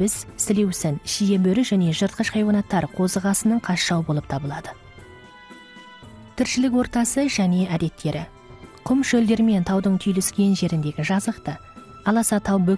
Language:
Kazakh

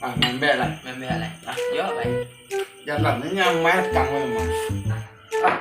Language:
Minangkabau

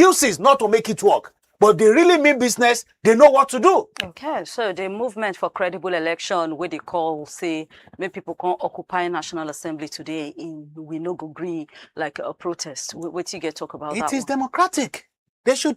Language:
Nigerian Pidgin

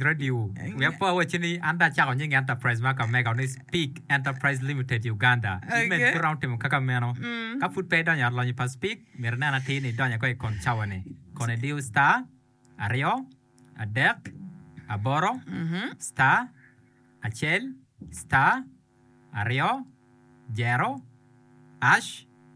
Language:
Acoli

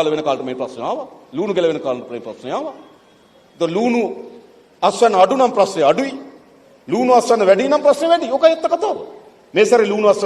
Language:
Sinhala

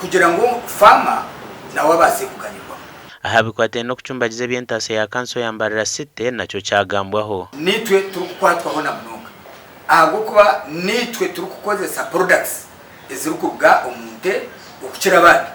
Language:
Nyankole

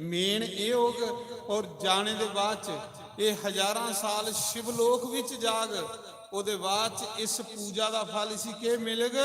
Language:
Dogri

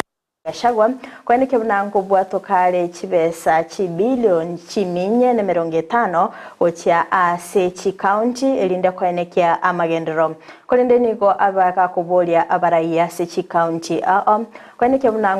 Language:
Gusii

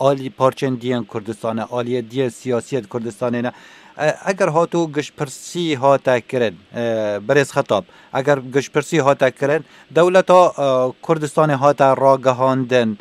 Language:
Kurdish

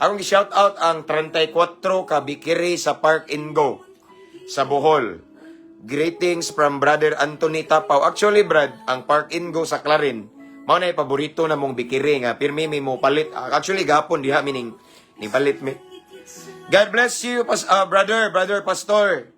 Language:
Cebuano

